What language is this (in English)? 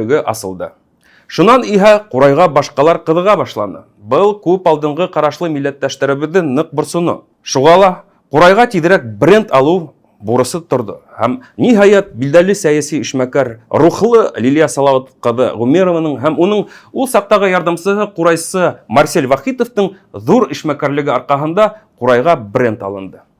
Bashkir